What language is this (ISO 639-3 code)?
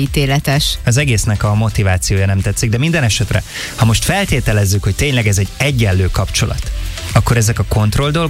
hun